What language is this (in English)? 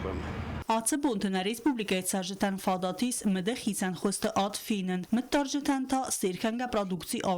Ossetic